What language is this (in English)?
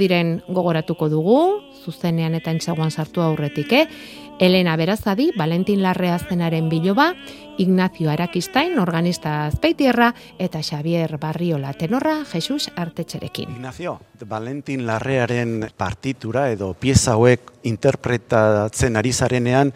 Basque